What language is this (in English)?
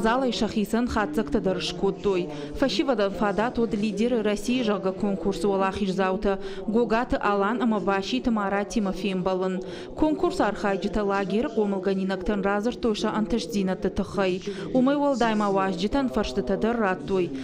Ossetic